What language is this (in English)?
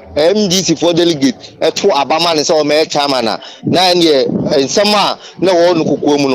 Akan